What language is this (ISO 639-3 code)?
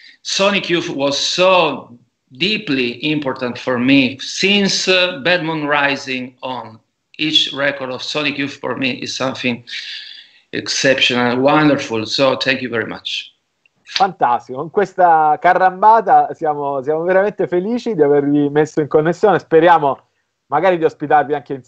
ita